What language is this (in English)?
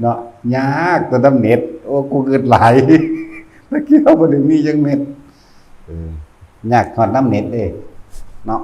Northeastern Thai